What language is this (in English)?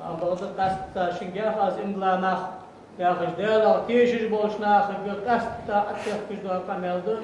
Ingush